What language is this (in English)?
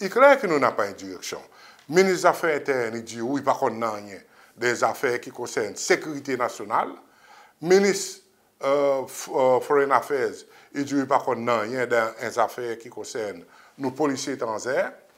Seselwa Creole French